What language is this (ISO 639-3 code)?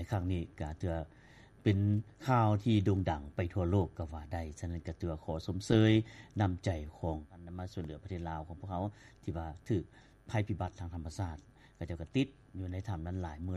lao